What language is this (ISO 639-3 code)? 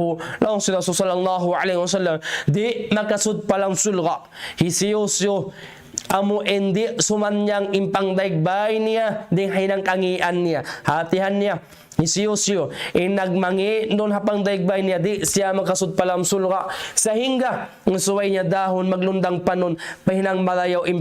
tsg